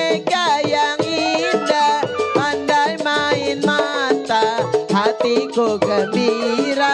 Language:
Betawi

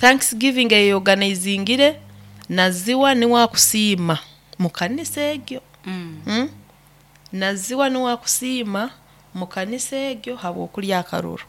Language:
Nyoro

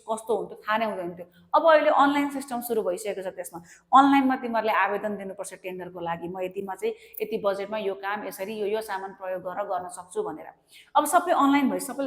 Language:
Nepali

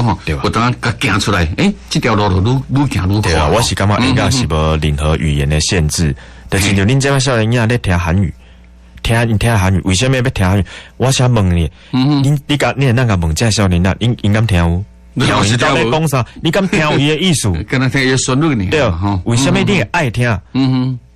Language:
Min Nan Chinese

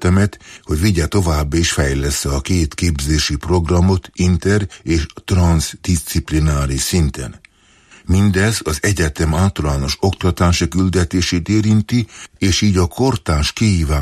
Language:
Hungarian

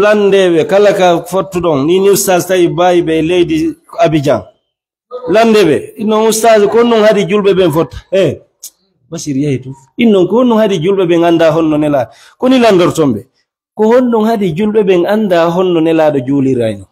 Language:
Fula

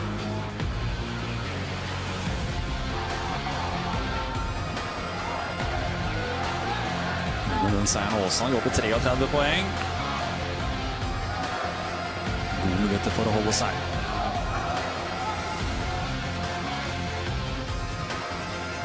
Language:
Norwegian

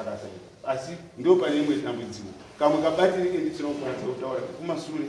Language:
Shona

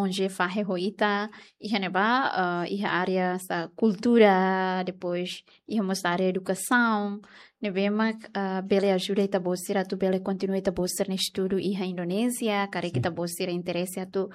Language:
Tetum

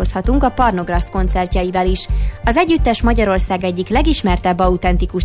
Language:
Hungarian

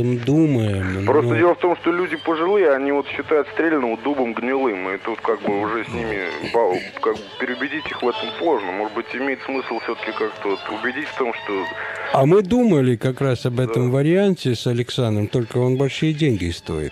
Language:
Russian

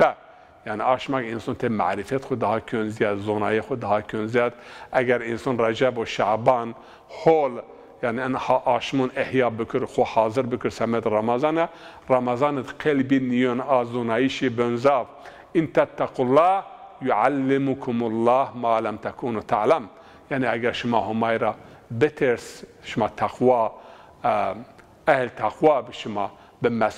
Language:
Zaza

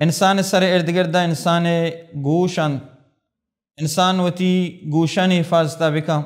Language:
Baluchi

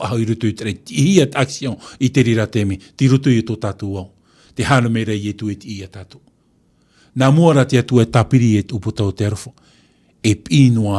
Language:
Tahitian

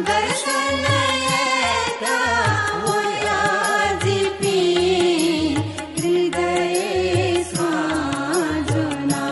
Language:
Newari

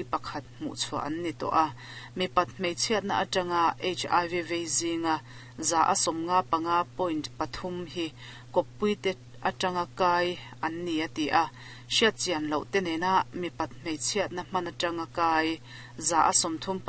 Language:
Mizo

